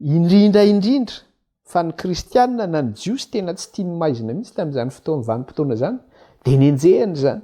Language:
Malagasy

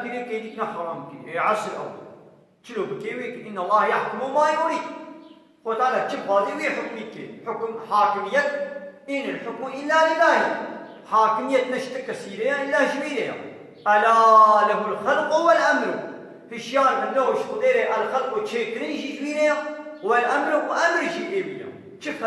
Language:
Kurdish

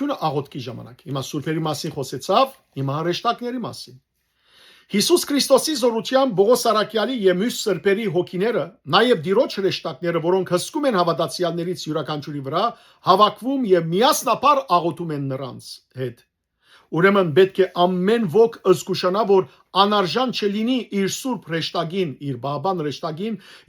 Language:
Western Armenian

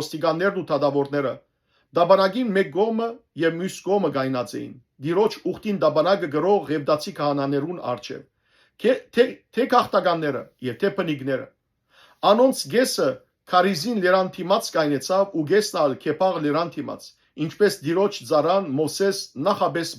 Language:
Western Armenian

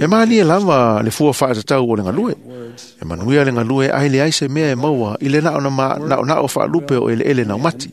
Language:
Samoan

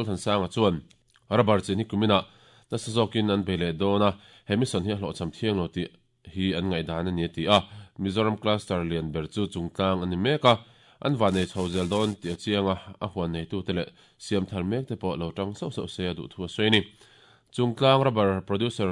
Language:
Mizo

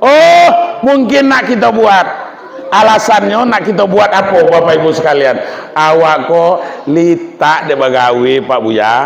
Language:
Minangkabau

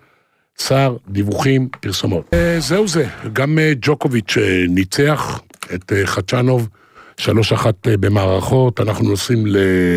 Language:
Hebrew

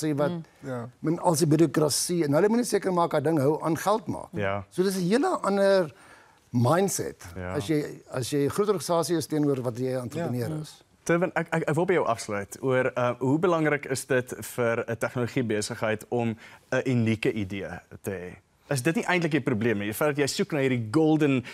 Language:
Afrikaans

